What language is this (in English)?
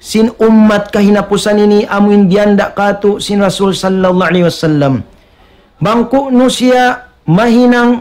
Tausug